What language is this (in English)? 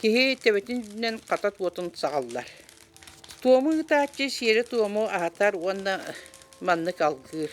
Yakut